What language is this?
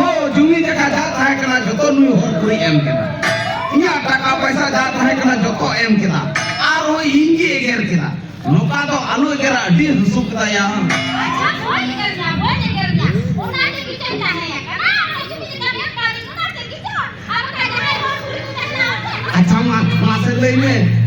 Santali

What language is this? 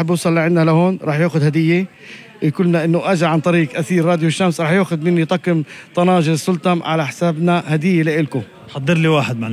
North Levantine Arabic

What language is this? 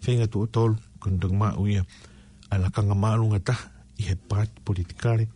Tongan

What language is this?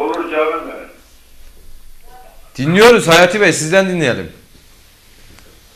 Turkish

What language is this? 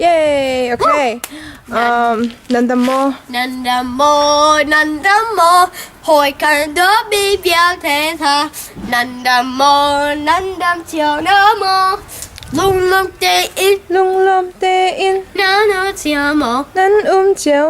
Hakha Chin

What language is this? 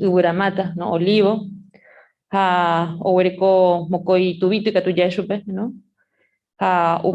Guarani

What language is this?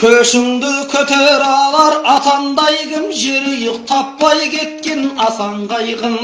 Kazakh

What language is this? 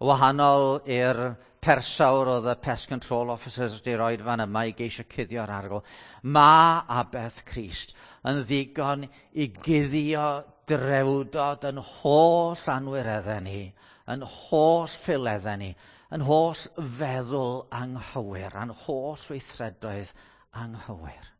Welsh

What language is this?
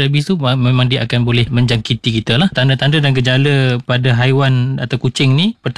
Malay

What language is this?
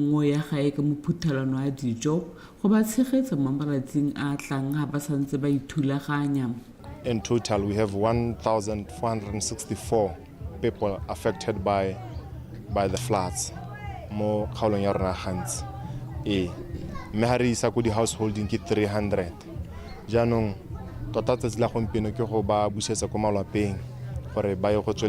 Tswana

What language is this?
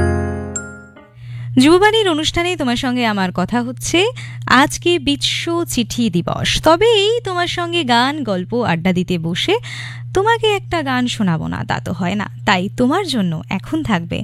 Bangla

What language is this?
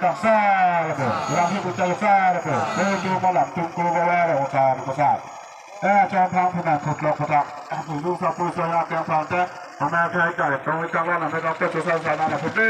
Karbi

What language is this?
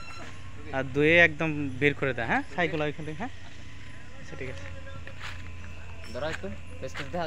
Bangla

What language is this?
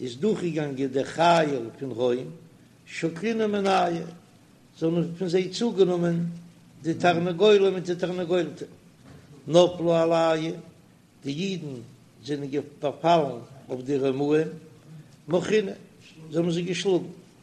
Yiddish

